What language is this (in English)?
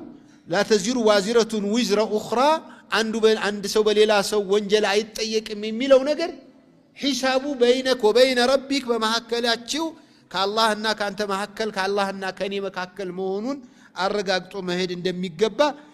Amharic